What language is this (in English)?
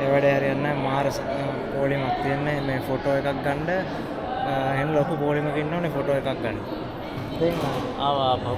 Sinhala